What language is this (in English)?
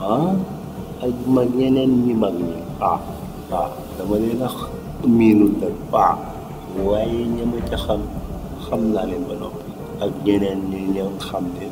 Wolof